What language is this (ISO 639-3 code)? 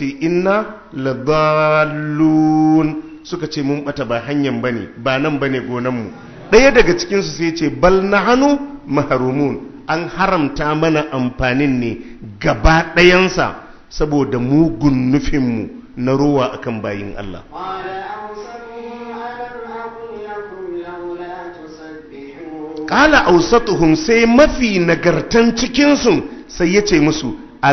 hau